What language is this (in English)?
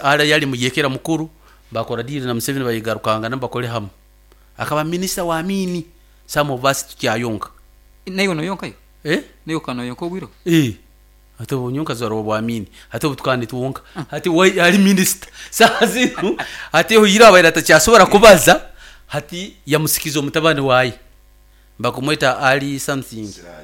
Nyoro